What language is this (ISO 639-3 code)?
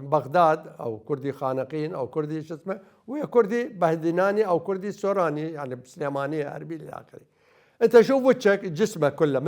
acm